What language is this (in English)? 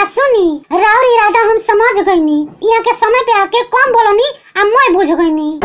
Bhojpuri